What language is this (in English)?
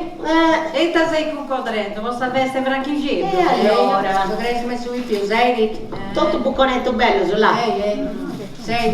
Sardinian